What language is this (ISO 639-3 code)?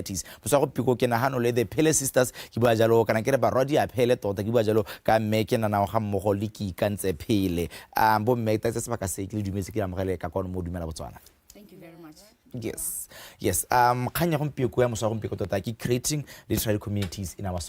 tsn